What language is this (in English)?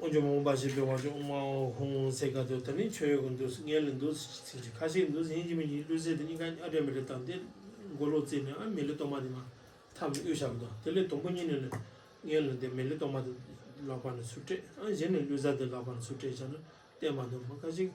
Tibetan